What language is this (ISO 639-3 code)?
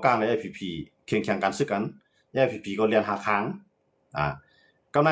shn